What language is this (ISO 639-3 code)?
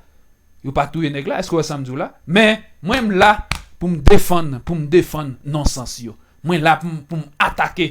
hat